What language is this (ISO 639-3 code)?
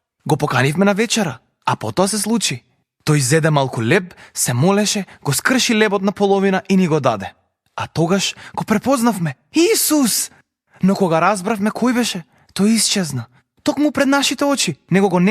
mkd